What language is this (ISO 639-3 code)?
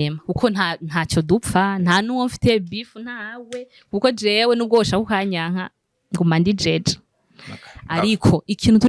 run